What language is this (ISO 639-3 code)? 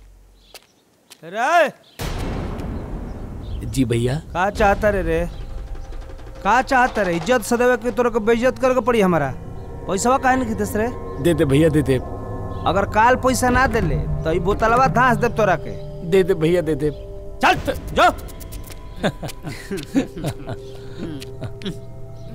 bho